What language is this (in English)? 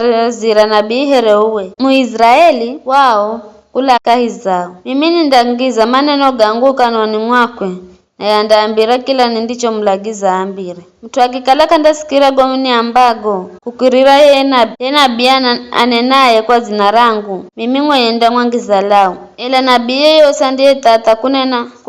Giryama